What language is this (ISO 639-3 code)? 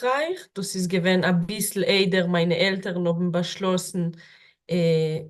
yid